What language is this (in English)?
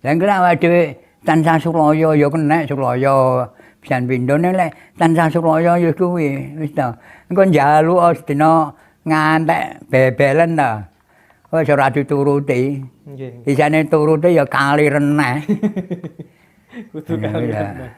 Javanese